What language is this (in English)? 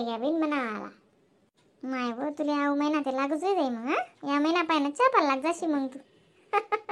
Khandesi